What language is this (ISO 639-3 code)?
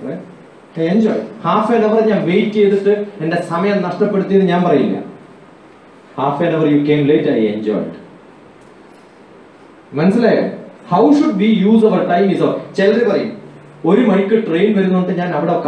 mal